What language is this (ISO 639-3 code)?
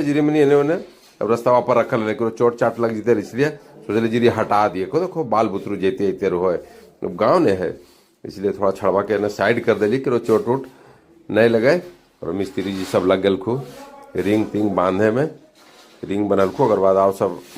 mag